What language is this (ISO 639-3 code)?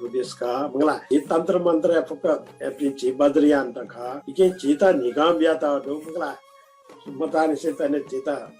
new